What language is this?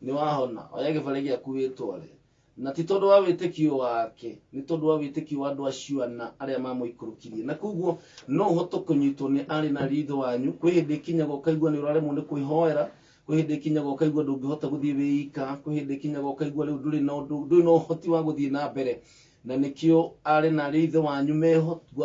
Kikuyu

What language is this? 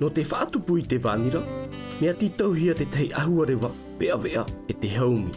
Tahitian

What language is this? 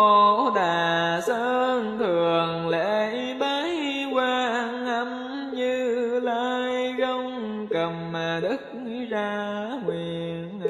Vietnamese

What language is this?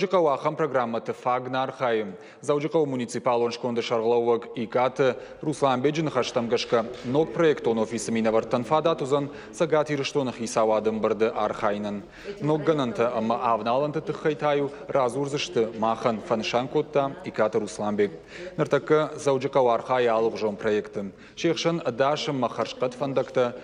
Ossetic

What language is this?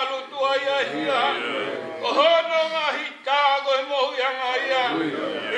Tongan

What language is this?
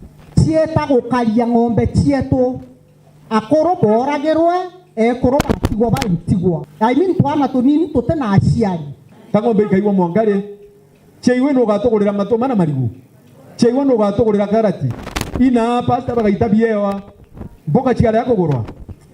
Meru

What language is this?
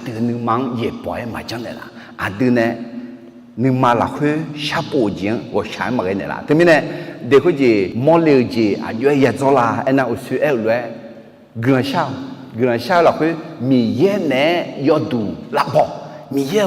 Akha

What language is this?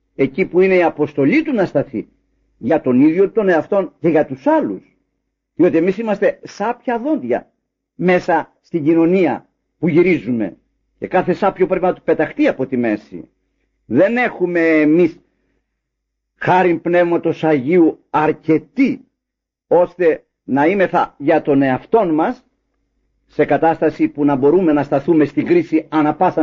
Greek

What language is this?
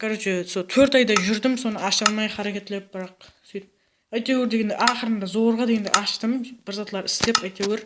Kara-Kalpak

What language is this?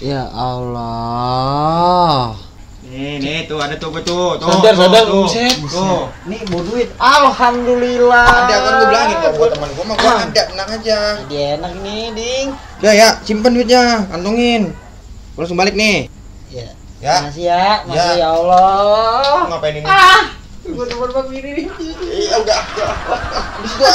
Betawi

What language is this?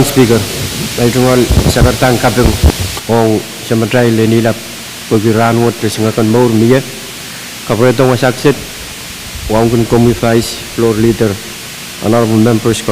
Pohnpeian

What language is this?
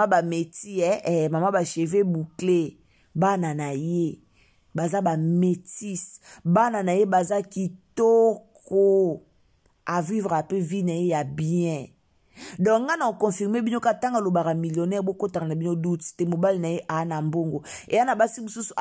Lingala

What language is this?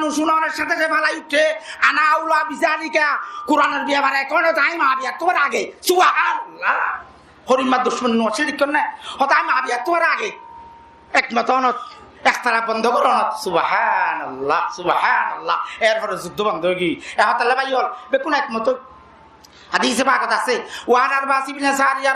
Rohingya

